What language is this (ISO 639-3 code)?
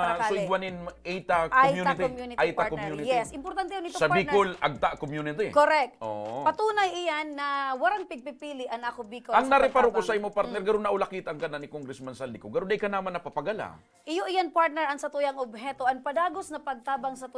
bik